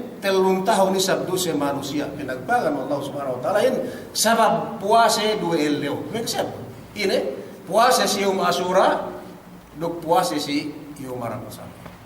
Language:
Yakan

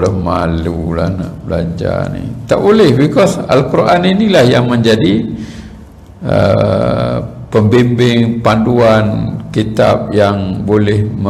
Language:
Malay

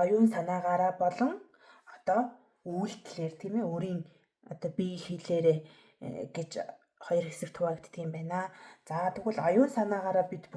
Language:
Mongolian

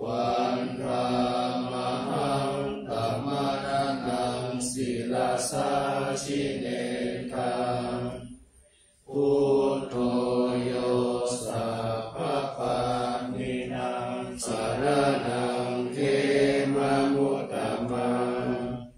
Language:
Pali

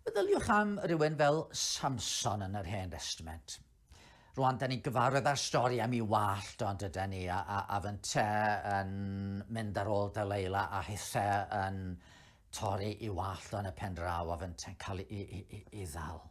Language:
Welsh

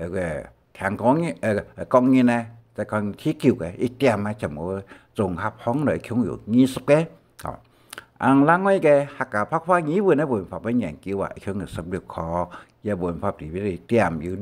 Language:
Hakka Chinese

